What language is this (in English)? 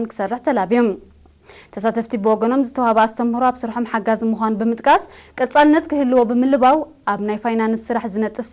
Tigrinya